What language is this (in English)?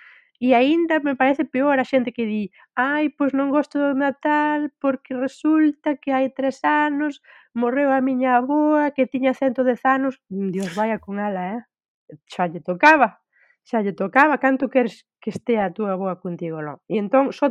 Galician